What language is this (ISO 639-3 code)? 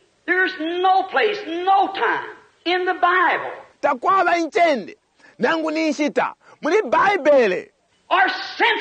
bem